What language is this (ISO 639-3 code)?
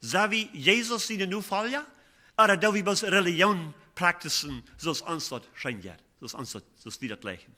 pdt